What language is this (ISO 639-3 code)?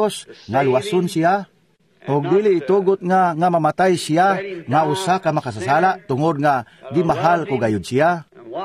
ceb